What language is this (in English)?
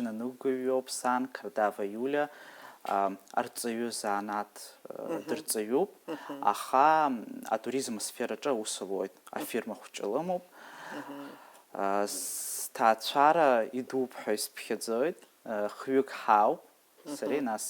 Abkhazian